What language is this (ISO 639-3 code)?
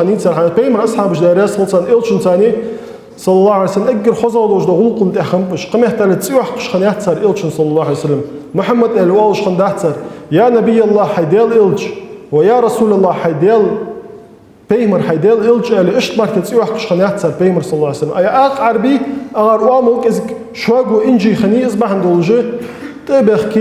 inh